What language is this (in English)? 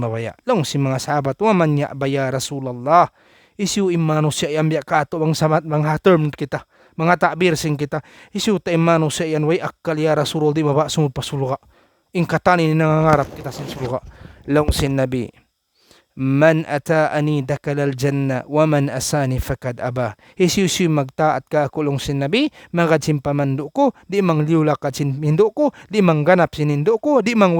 Tausug